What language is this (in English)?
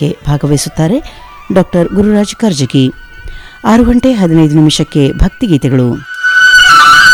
Kannada